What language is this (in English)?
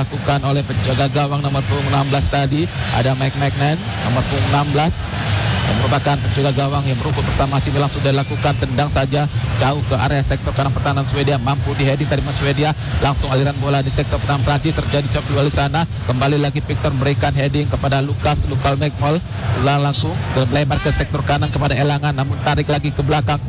Indonesian